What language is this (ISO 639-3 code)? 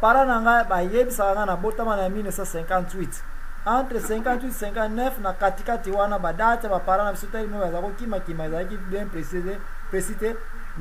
lin